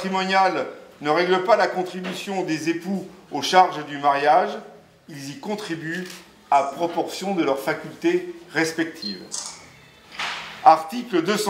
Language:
French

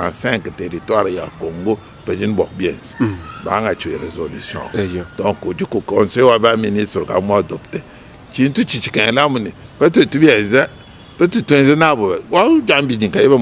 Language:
Luba-Lulua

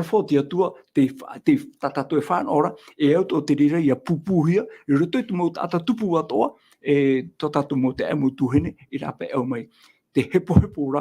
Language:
Tahitian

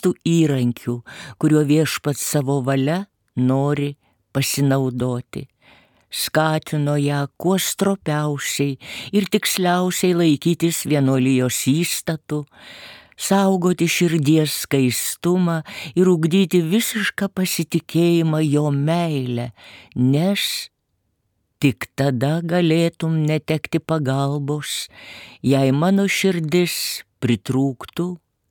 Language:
Lithuanian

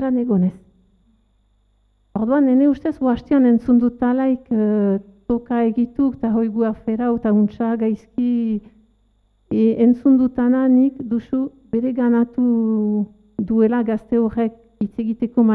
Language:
Basque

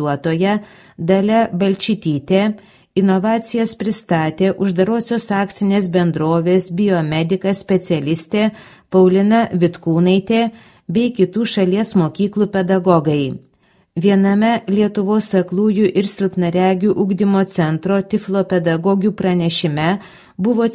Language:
Lithuanian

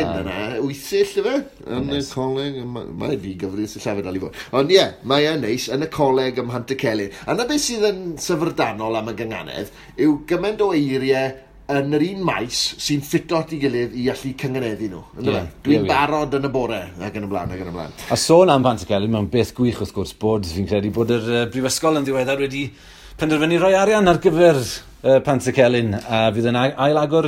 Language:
Welsh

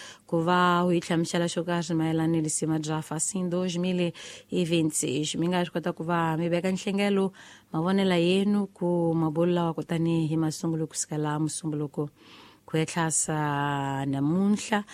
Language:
Tsonga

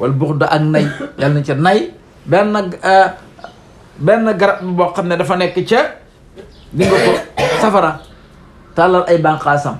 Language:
Wolof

